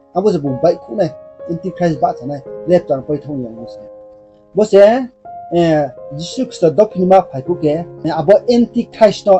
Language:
Riang (India)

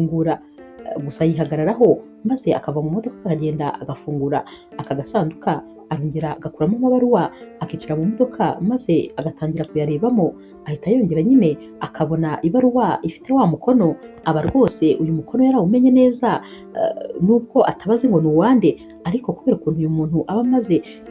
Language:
Kinyarwanda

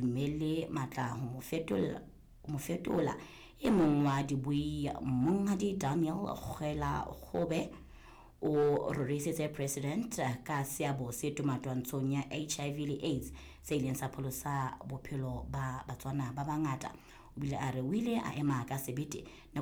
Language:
Southern Sotho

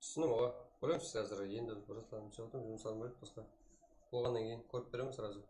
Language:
Kara-Kalpak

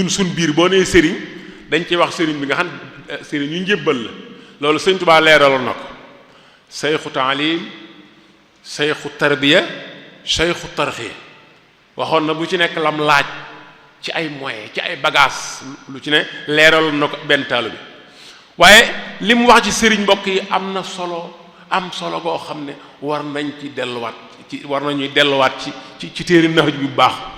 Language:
Wolof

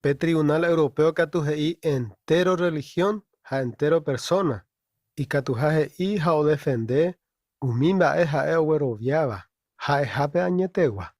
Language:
Guarani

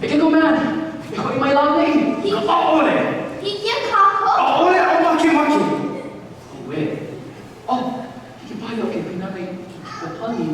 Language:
Hawaiian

